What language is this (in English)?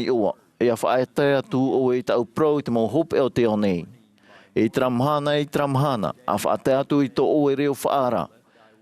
Tahitian